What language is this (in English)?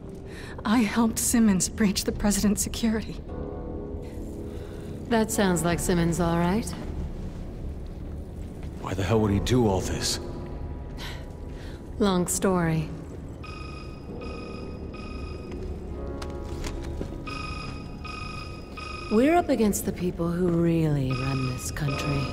English